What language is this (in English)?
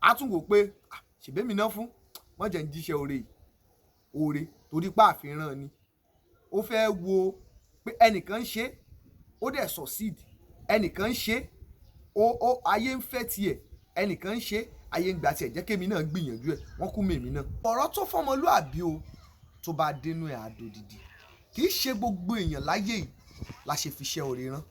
Yoruba